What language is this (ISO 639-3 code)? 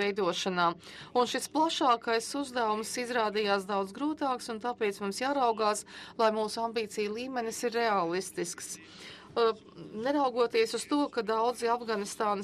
lav